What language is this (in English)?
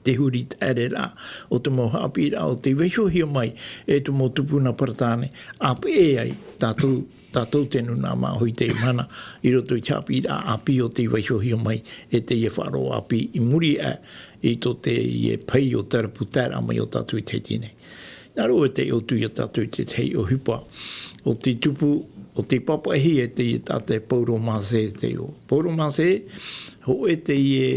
Tahitian